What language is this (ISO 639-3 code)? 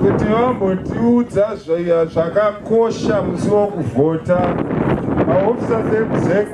sna